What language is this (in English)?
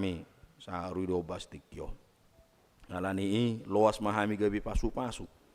Batak Toba